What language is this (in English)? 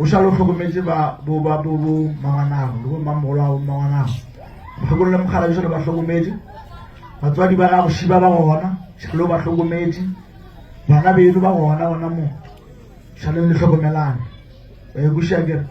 Northern Sotho